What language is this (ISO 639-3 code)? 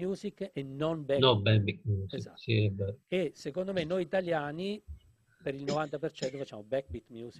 ita